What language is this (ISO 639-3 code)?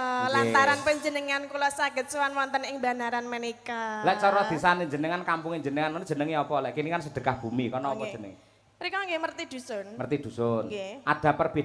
jav